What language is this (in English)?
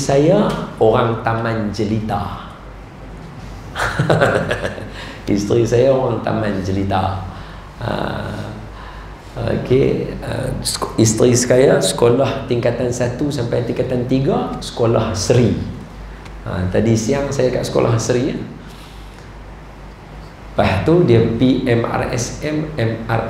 Malay